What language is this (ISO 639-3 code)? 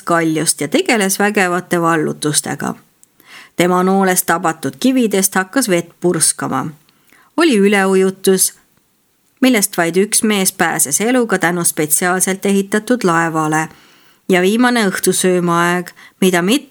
est